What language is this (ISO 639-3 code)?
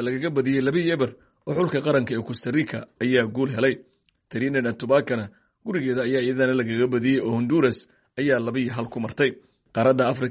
som